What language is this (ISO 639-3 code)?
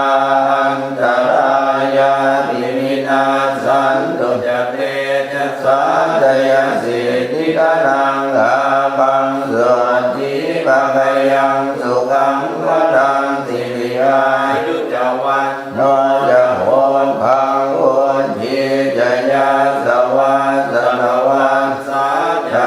pli